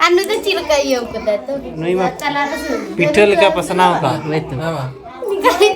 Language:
Santali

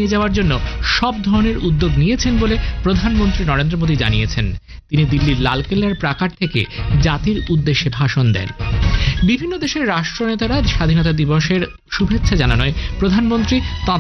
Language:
Bangla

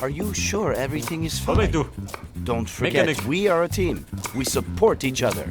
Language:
Bavarian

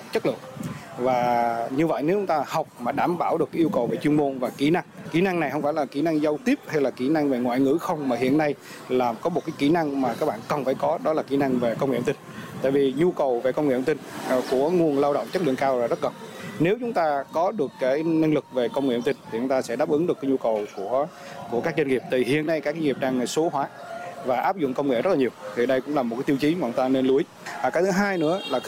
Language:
Vietnamese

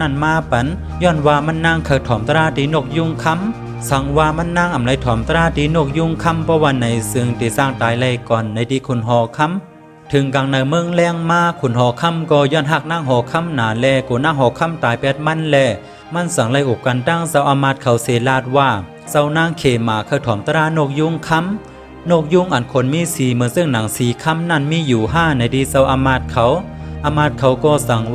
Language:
Shan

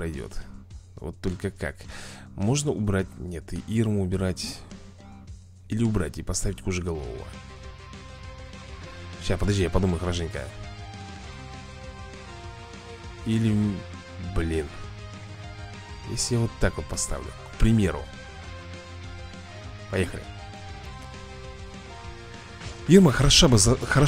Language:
Russian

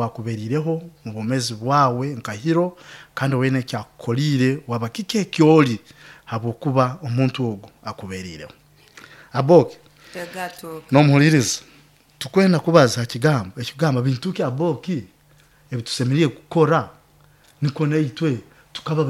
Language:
Nyoro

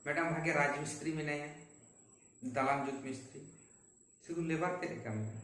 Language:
Santali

